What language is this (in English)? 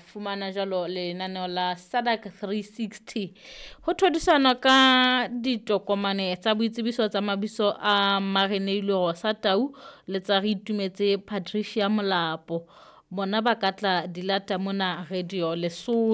Southern Sotho